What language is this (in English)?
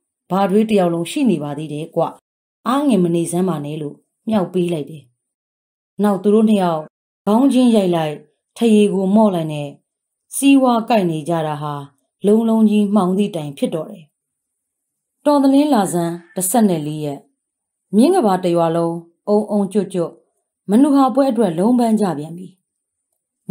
Burmese